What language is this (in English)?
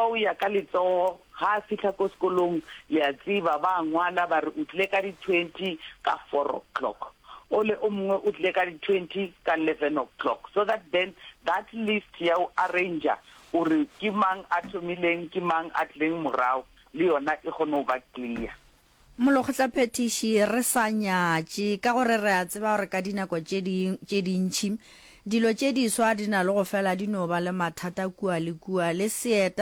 Northern Sotho